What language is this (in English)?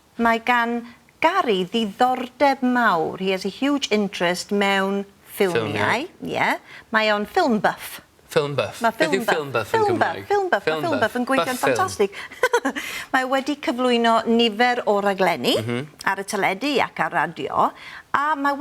Welsh